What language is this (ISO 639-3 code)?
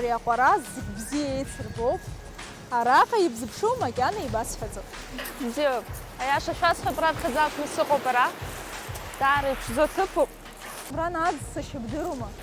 abk